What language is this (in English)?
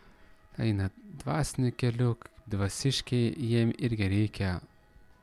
Lithuanian